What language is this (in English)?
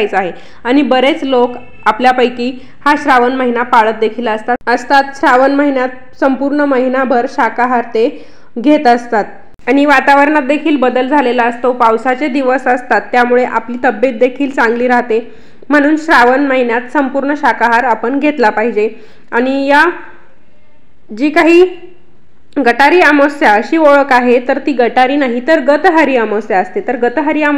Marathi